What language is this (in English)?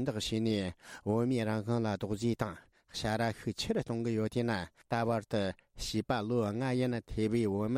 Tibetan